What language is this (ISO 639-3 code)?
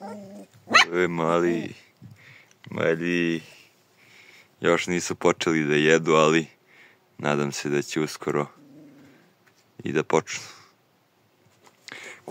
srp